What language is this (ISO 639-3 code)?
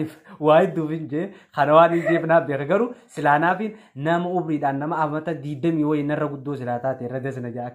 orm